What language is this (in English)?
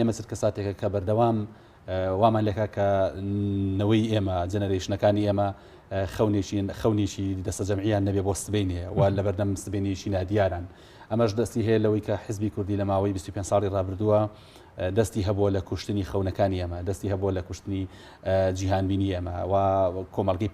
Central Kurdish